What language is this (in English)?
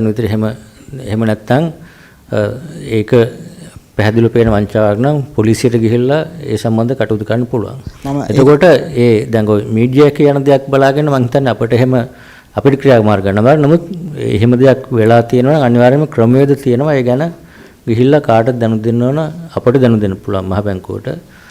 Sinhala